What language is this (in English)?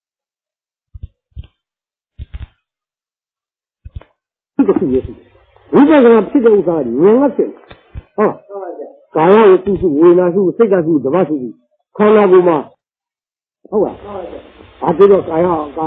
Burmese